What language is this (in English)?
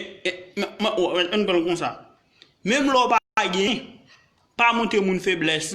Haitian Creole